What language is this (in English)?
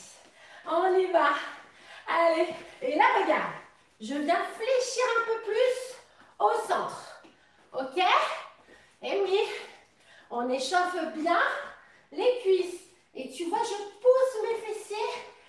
French